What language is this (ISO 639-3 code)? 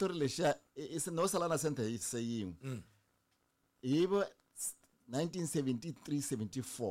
tso